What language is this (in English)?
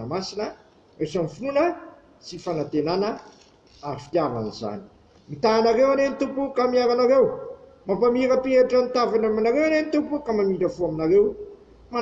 Malagasy